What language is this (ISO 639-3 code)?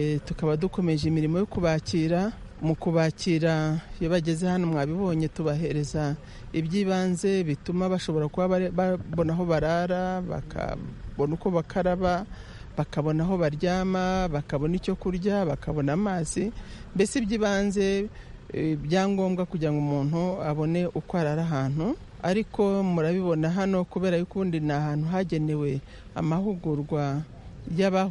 kin